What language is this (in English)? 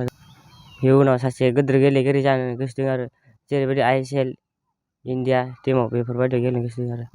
Bodo